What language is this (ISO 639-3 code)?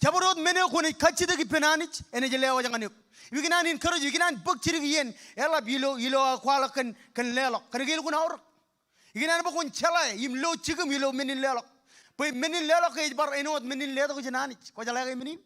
mah